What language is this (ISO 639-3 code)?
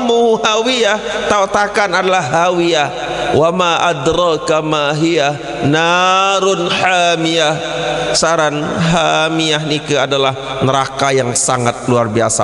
sas